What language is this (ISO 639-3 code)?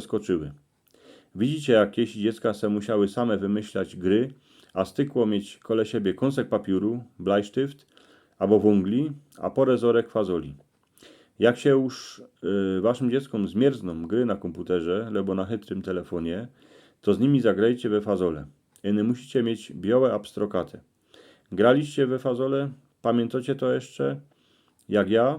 szl